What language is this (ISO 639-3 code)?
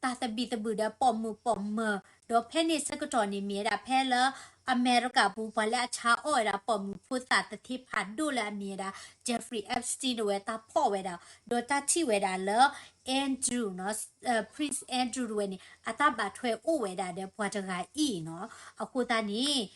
ksw